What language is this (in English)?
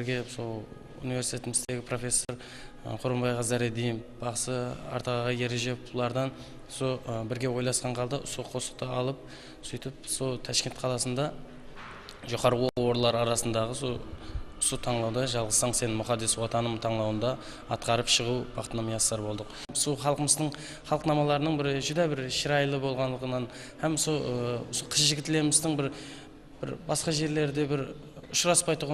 Kara-Kalpak